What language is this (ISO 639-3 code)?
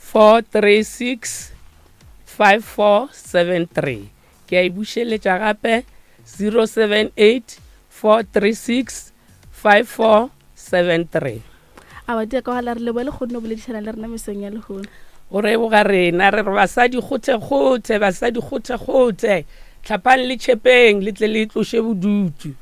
nso